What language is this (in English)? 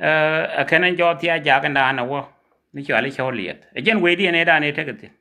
Nuer